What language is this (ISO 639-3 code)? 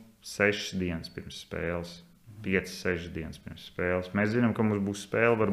lav